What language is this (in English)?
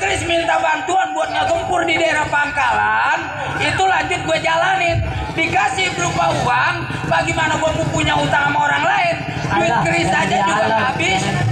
Betawi